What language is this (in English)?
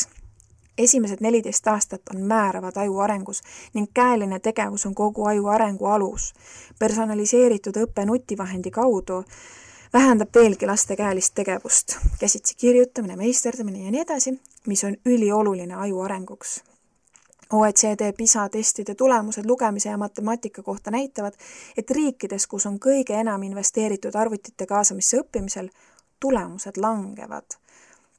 Estonian